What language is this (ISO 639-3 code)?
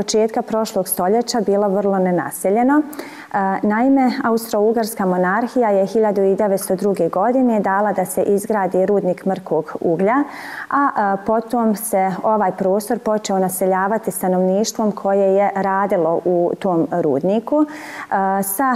bos